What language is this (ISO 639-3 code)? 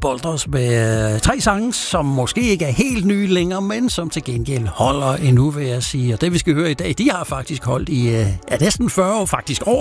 dan